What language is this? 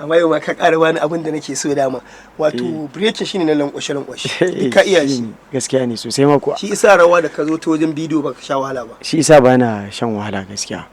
Hausa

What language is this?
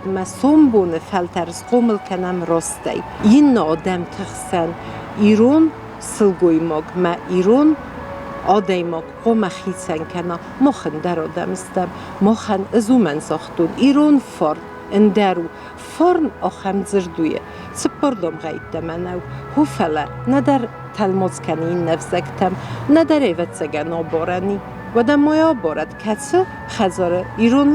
Ossetic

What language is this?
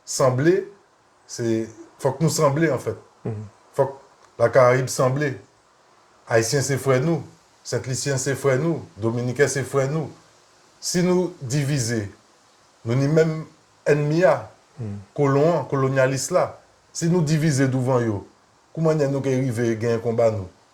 Guadeloupean Creole French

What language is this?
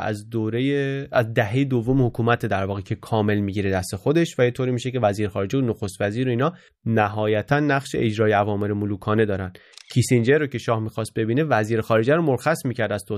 Persian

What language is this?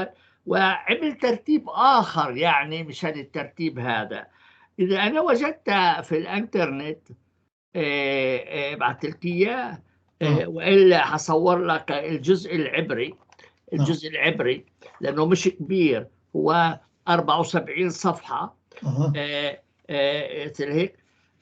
North Levantine Arabic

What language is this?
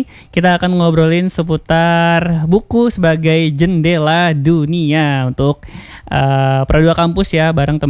Indonesian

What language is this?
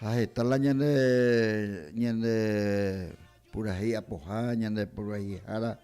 Guarani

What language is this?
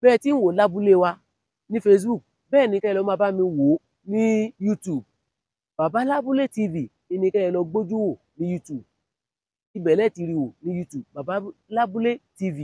Yoruba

